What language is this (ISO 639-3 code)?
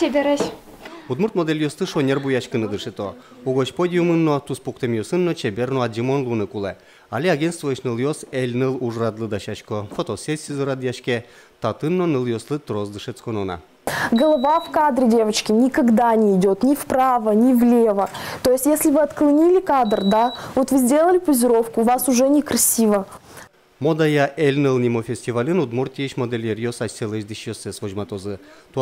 udm